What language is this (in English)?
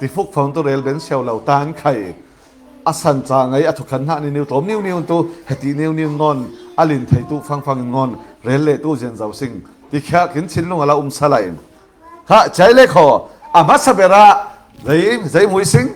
Falam Chin